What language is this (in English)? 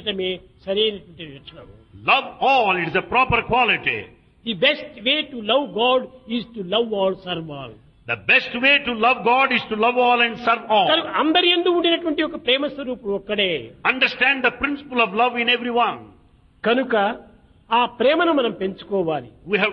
Telugu